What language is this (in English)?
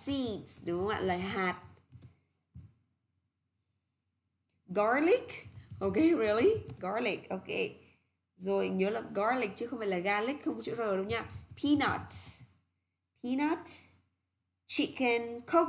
Vietnamese